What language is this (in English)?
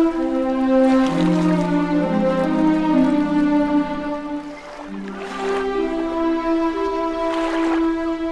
Catalan